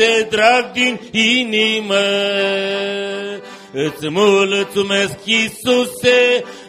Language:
Romanian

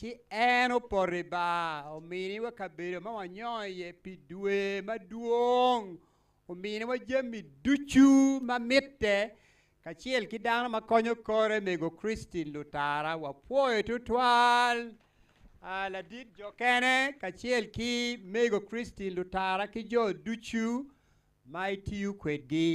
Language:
Acoli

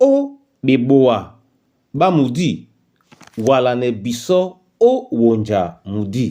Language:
Duala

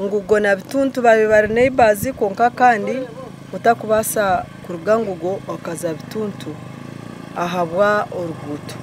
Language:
Nyankole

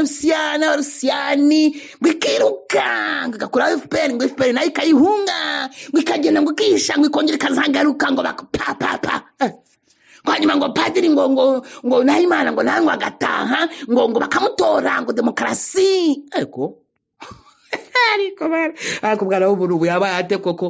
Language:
Kinyarwanda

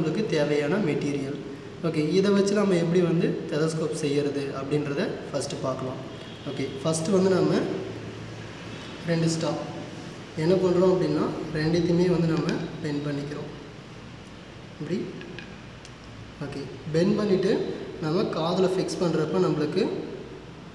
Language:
Tamil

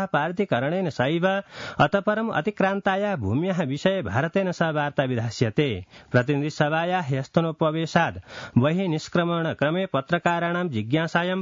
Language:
Sanskrit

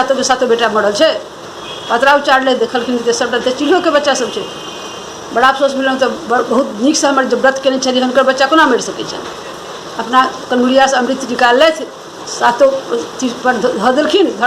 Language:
Maithili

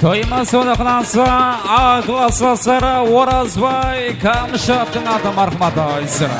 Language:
Kara-Kalpak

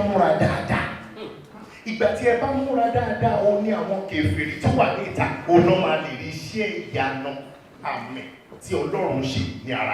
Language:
Yoruba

